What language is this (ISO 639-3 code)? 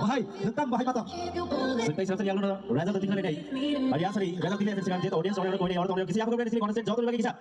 ria